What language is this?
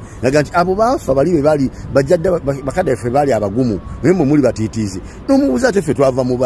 Ganda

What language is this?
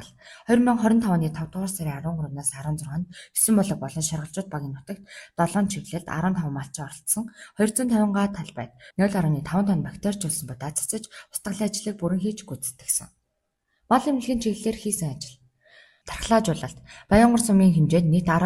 Mongolian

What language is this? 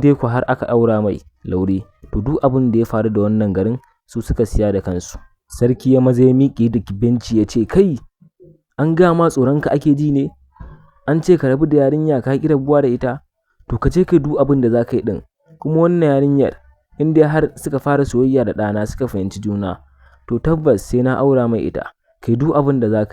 Hausa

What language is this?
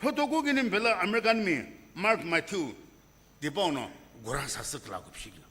Sumi Naga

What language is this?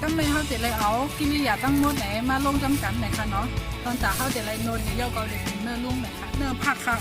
Shan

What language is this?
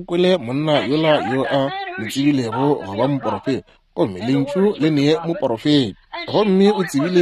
Northern Sotho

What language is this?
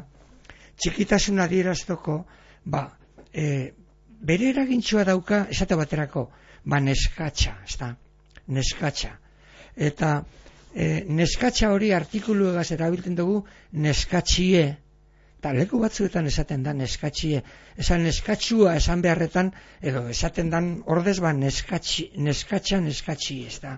Basque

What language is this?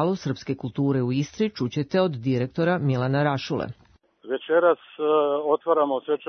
Serbian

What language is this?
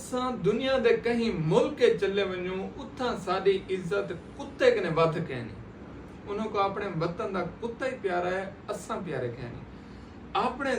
Saraiki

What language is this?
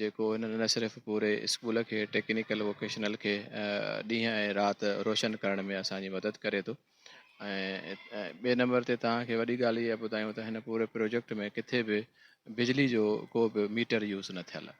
Sindhi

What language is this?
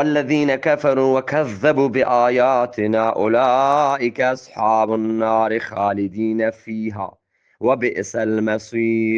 Eastern Balochi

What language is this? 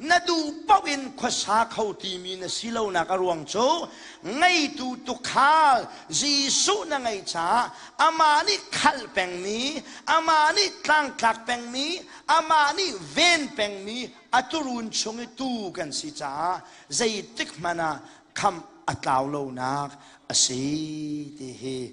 Hakha Chin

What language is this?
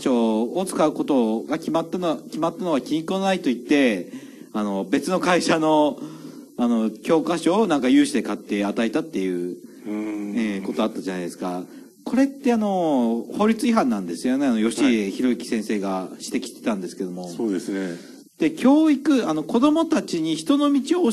Japanese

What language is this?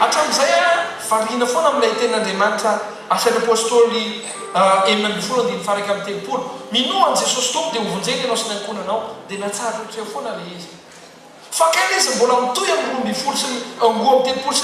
Malagasy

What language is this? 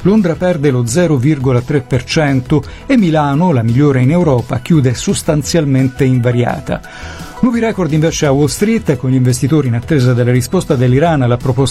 Italian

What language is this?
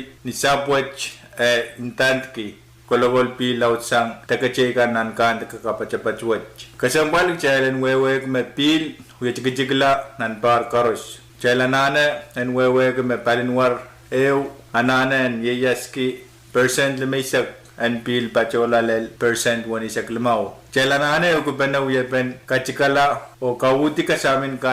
Pohnpeian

